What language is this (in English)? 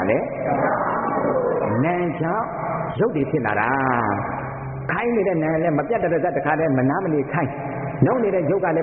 Burmese